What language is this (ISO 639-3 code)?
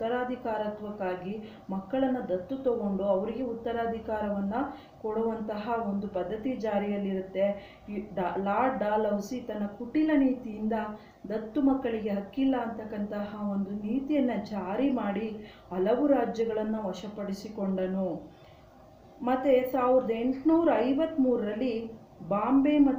kan